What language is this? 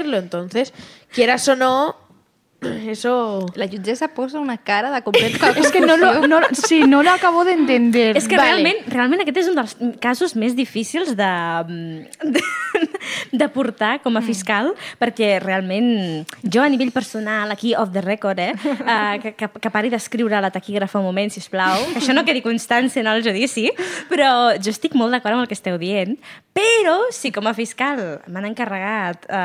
Catalan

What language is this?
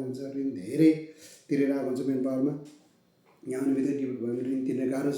Nepali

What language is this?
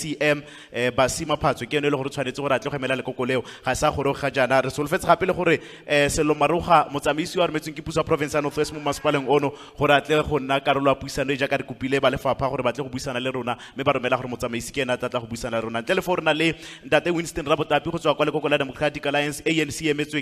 Tswana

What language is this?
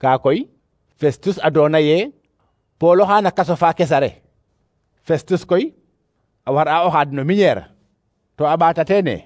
Serer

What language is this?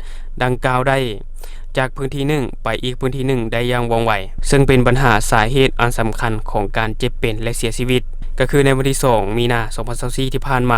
Lao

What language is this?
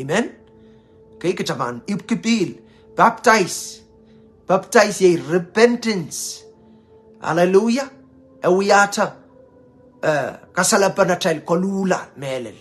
Pohnpeian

